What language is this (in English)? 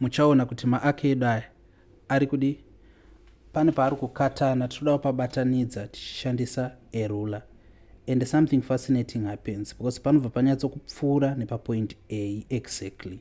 Shona